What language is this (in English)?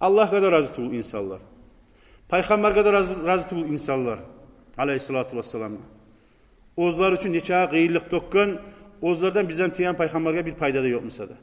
Kumyk